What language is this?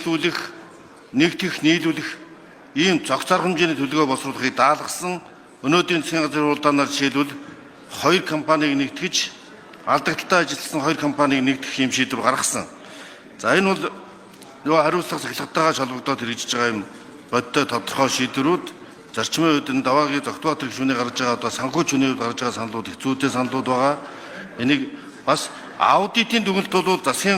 Mongolian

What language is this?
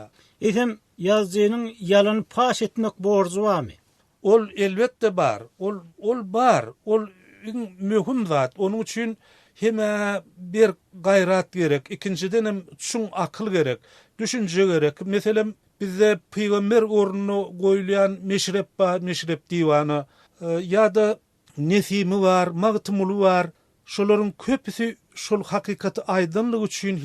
Turkmen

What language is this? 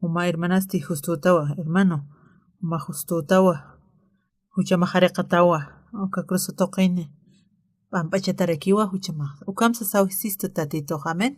Aymara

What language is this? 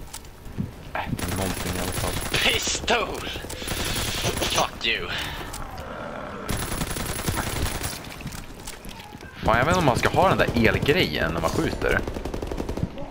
Swedish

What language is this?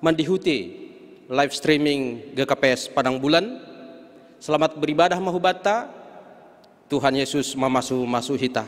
Batak Simalungun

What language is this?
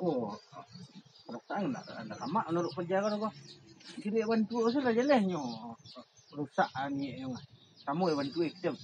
Minangkabau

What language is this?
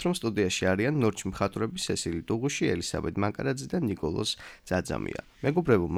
Georgian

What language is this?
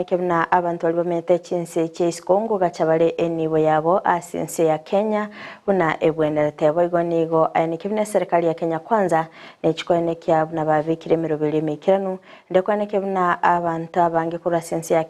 Gusii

